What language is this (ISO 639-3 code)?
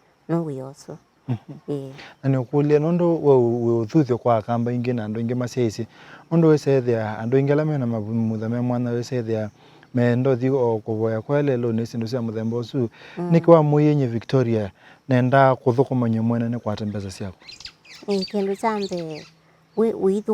kam